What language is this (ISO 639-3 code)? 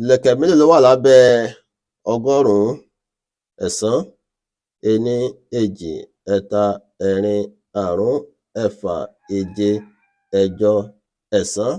yor